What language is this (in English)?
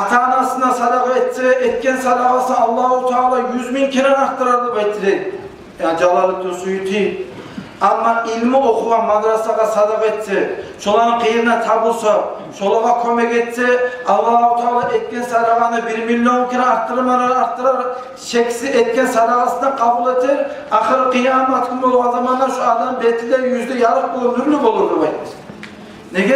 Kumyk